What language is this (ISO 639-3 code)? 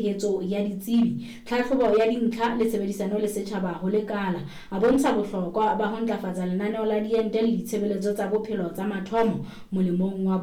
sot